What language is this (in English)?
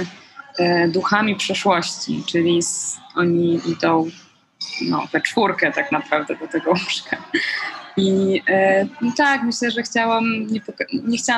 Polish